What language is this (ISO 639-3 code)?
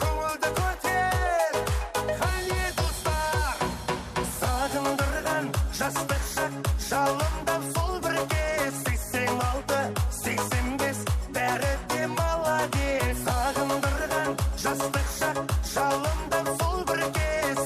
kaa